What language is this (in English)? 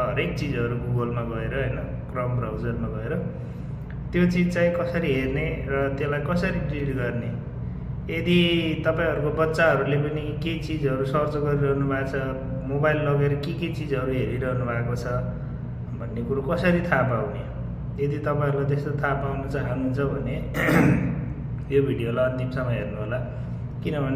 Nepali